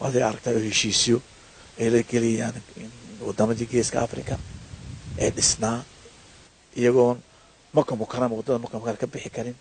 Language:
Somali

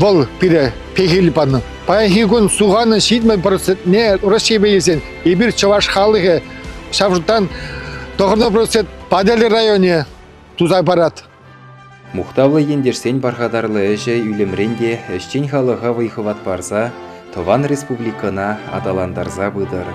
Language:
Chuvash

